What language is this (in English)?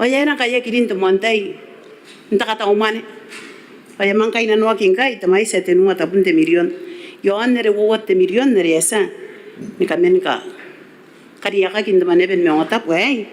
Gilbertese